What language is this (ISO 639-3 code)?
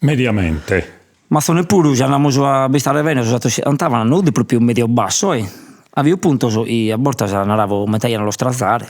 srd